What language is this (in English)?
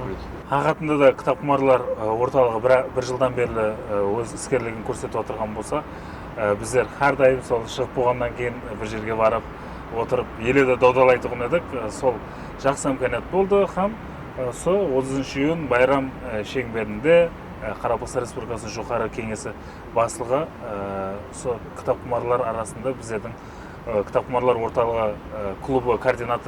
Kara-Kalpak